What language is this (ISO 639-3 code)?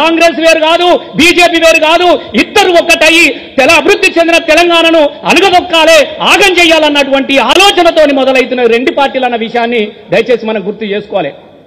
tel